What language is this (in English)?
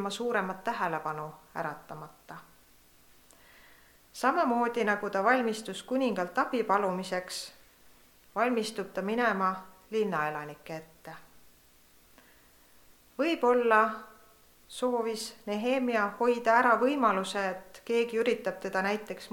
Estonian